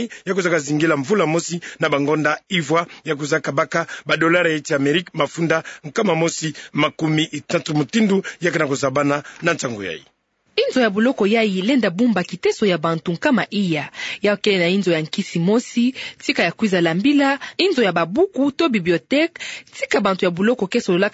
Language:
Kituba (Democratic Republic of Congo)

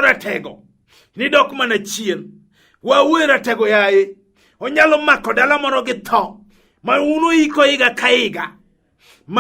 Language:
Luo (Kenya and Tanzania)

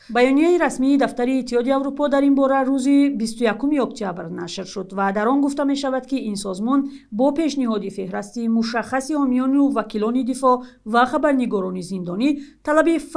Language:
Tajik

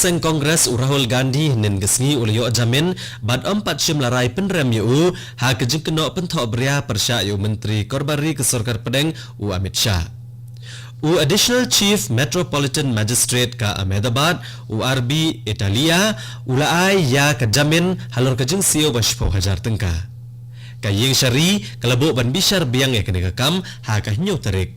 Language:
Khasi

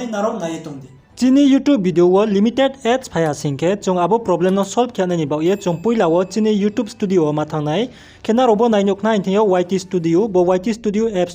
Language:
Riang (India)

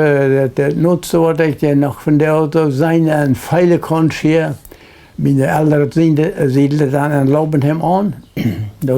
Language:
Plautdietsch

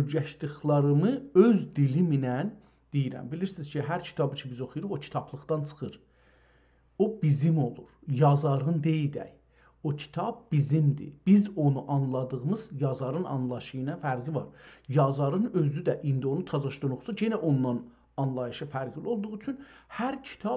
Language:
South Azerbaijani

